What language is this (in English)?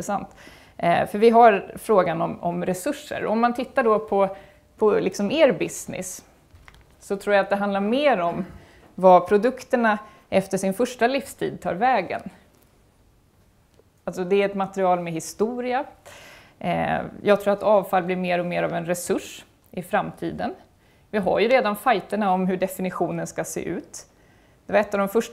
Swedish